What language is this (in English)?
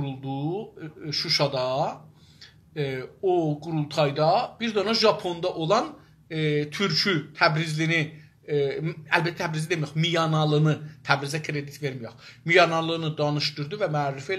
South Azerbaijani